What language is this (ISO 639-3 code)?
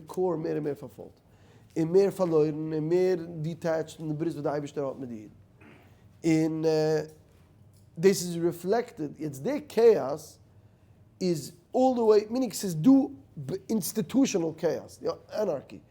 yid